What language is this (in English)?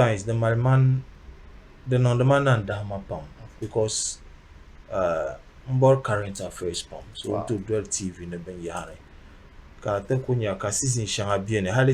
Dagbani